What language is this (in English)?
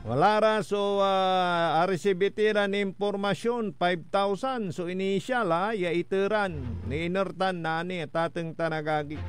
Pangasinan